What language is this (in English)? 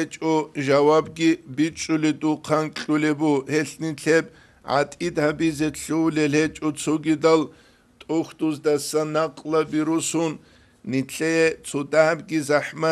Avaric